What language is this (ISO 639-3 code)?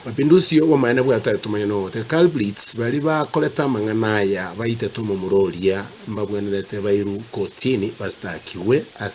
guz